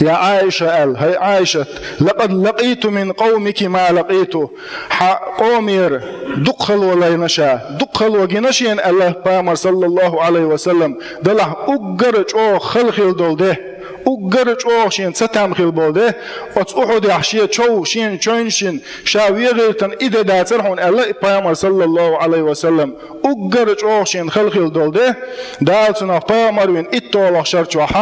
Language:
Chechen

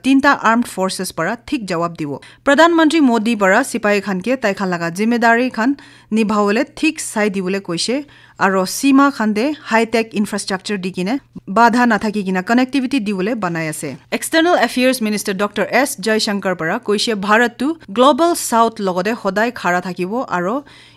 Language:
Naga Pidgin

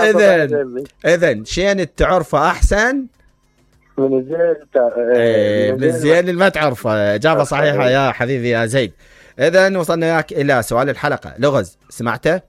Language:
Mesopotamian Arabic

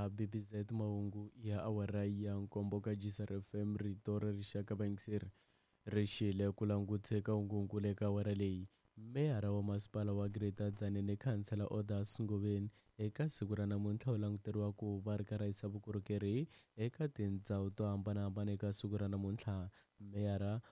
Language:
Tsonga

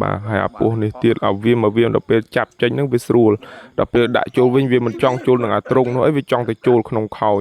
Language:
Khmer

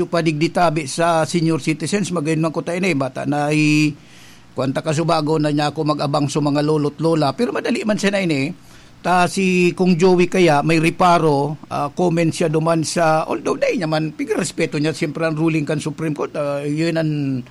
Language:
Bikol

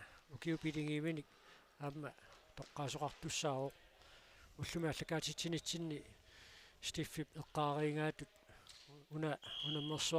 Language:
Kalaallisut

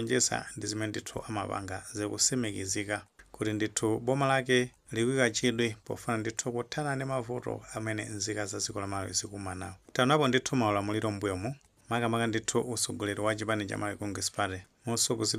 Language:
Nyanja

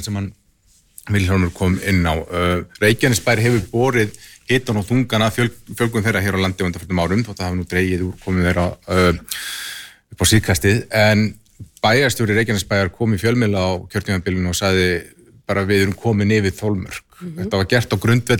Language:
Icelandic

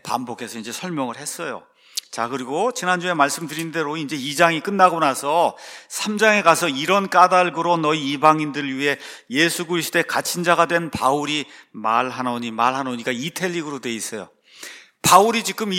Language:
Korean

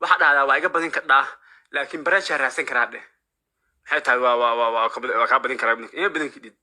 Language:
Somali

